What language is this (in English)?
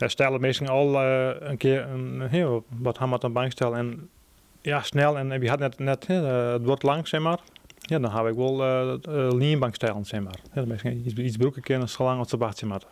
Western Frisian